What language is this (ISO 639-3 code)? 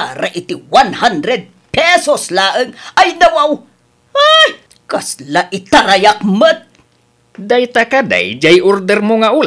ilo